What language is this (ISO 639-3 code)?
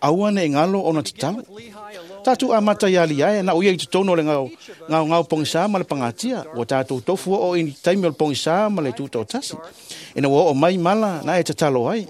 smo